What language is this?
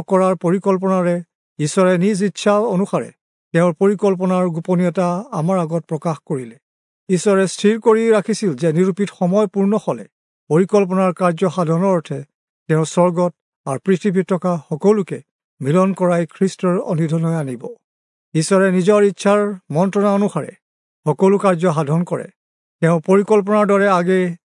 Assamese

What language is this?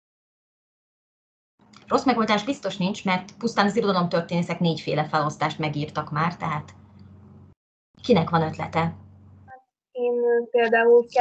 Hungarian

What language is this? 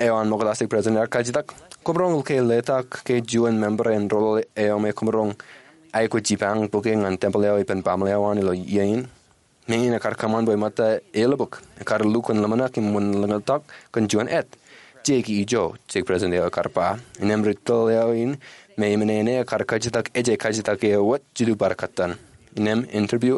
Marshallese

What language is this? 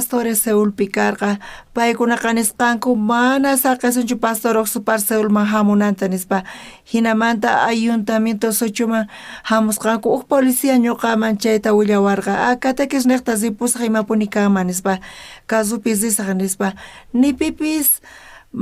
South Bolivian Quechua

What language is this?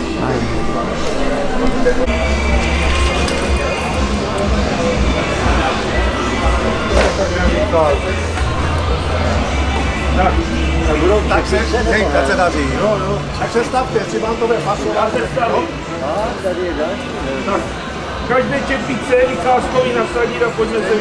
Czech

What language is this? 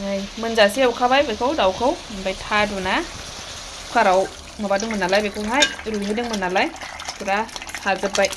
Bodo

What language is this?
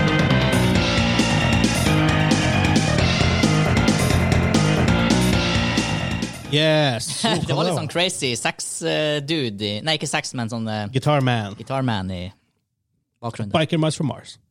Norwegian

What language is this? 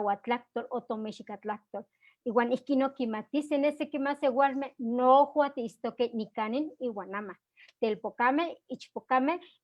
Eastern Huasteca Nahuatl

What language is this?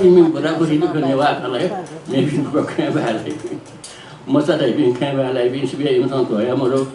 Newari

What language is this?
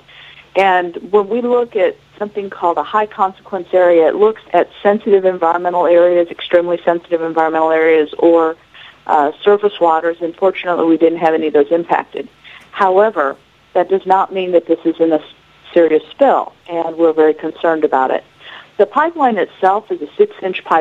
English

